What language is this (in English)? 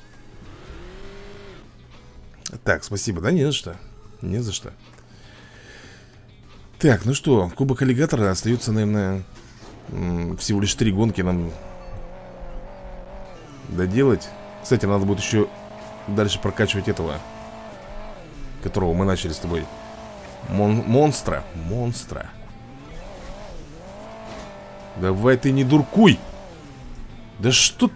Russian